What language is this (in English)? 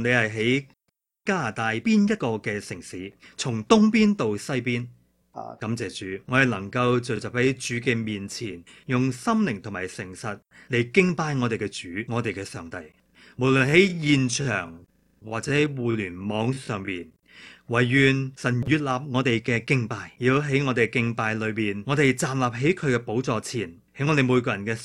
Cantonese